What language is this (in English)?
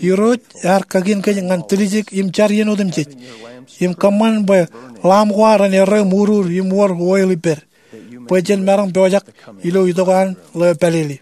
Marshallese